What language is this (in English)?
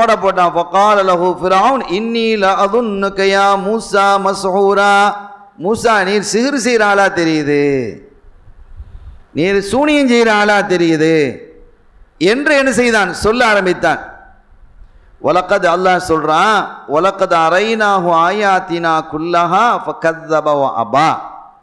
Tamil